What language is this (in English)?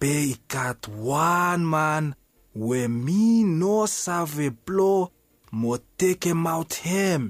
Bislama